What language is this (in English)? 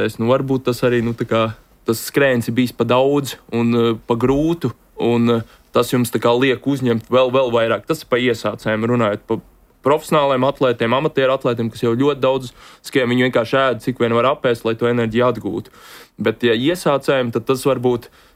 Latvian